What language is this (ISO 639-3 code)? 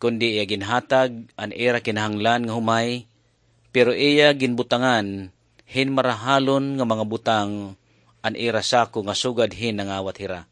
war